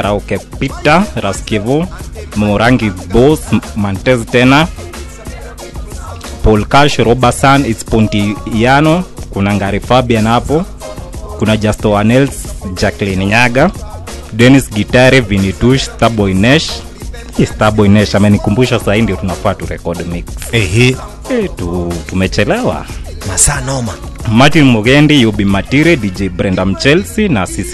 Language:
Swahili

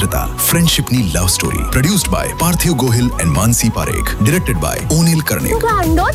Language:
Gujarati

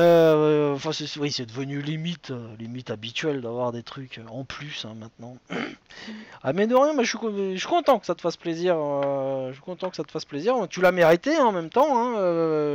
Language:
French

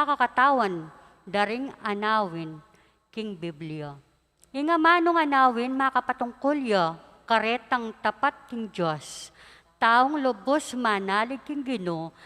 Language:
Pampanga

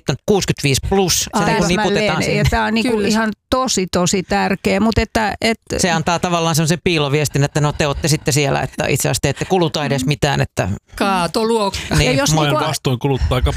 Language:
Finnish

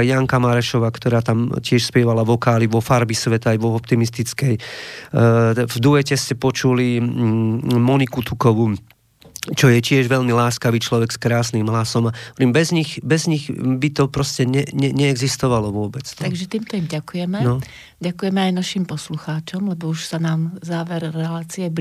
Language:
Slovak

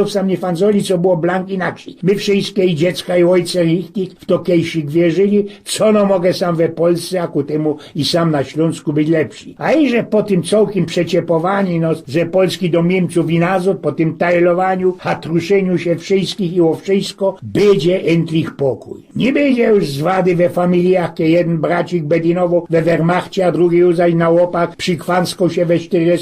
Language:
Silesian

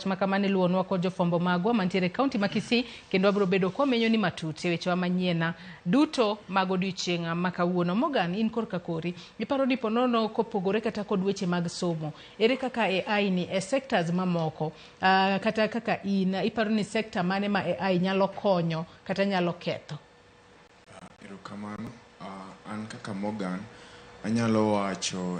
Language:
Luo (Kenya and Tanzania)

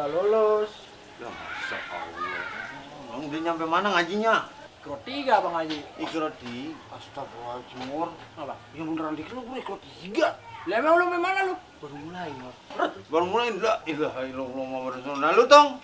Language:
Betawi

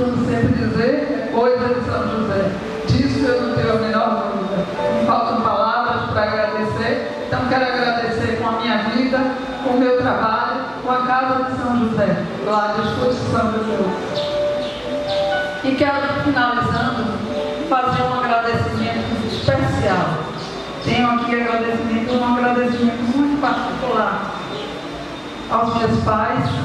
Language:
Portuguese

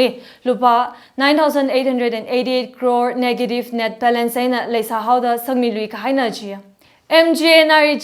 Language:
Tangkhul Naga (India)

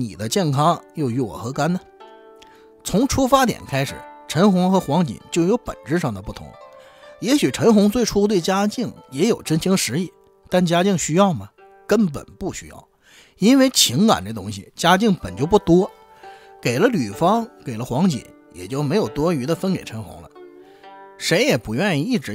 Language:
Chinese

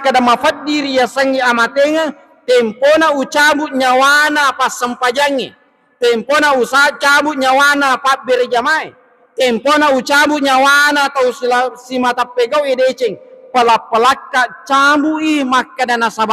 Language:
Buginese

